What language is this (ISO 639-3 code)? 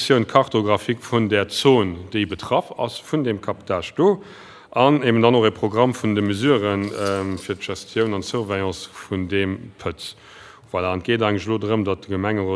ltz